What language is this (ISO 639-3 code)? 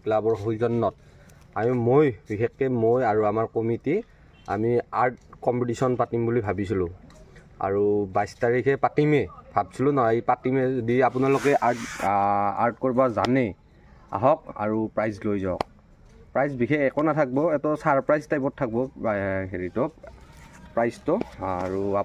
asm